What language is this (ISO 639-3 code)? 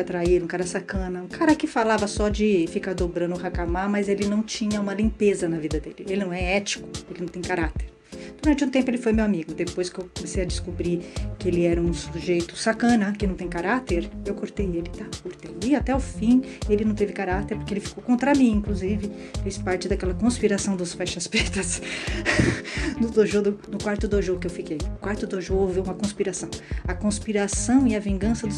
por